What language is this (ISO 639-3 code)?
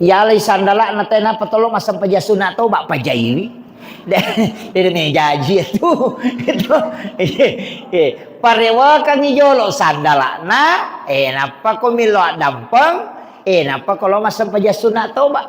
bug